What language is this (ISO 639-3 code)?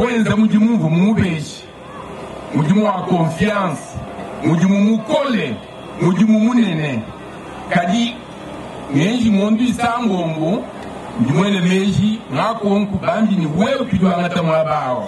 lua